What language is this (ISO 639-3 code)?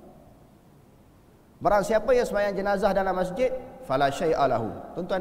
msa